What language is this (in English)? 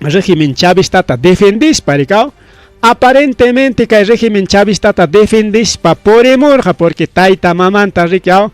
Ayacucho Quechua